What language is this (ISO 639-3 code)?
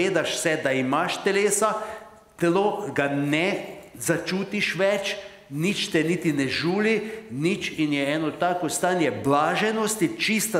slv